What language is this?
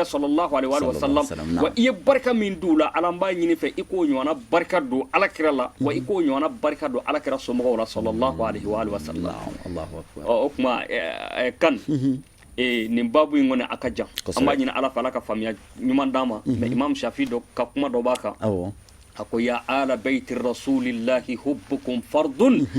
Bambara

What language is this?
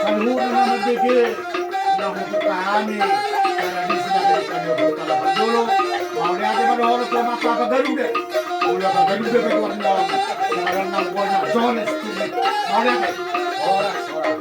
Batak Toba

